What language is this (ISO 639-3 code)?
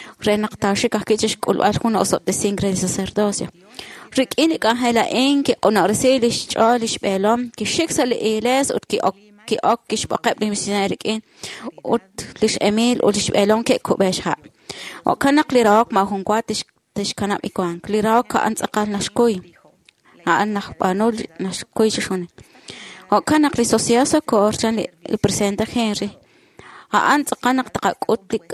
kek